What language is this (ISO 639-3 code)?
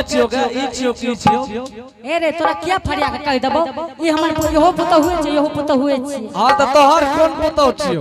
anp